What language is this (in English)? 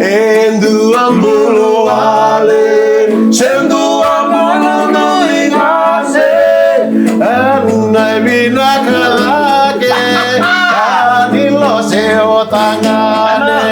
Fijian